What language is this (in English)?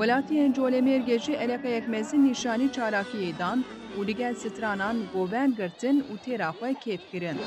Kurdish